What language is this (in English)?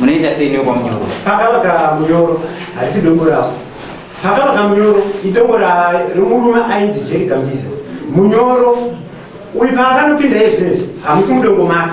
Shona